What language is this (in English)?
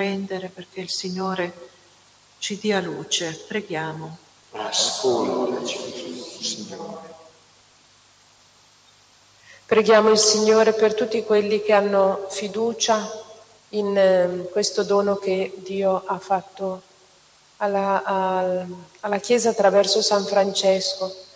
Italian